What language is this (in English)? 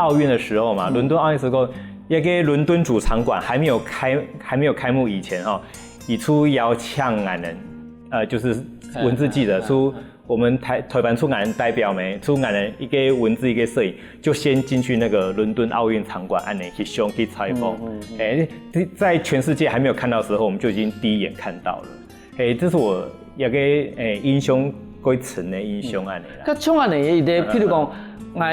Hakka Chinese